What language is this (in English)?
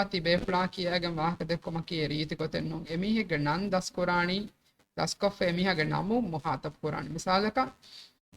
Divehi